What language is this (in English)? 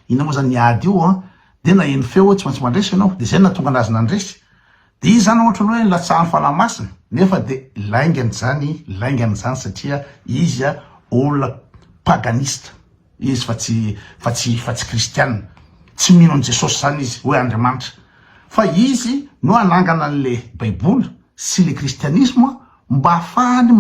Malagasy